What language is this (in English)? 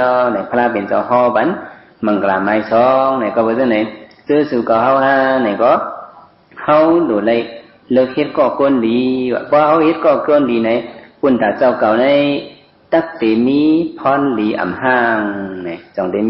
Shan